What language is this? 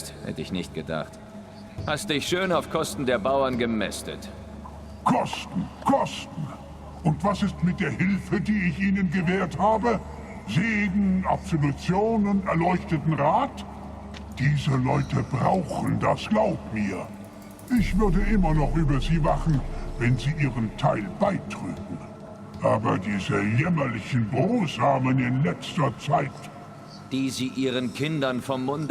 Swiss German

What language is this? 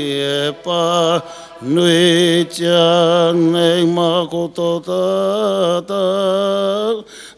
Māori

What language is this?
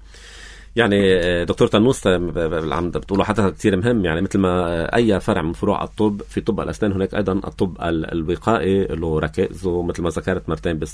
North Levantine Arabic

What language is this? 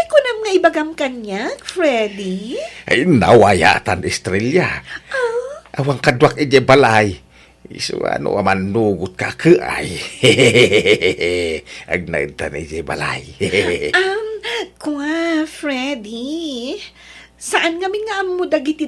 Iloko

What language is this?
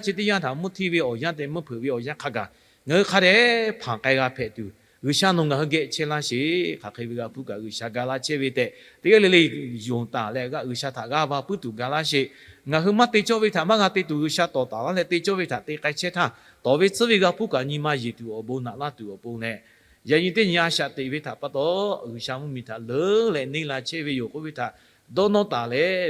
Lahu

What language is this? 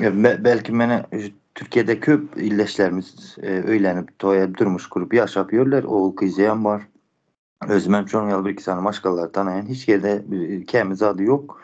Turkmen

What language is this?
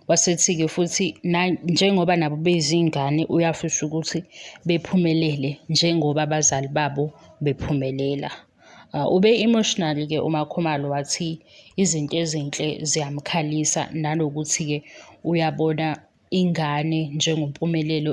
Zulu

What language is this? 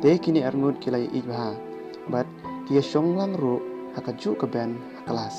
Khasi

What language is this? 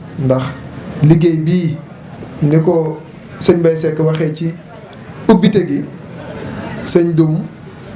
Wolof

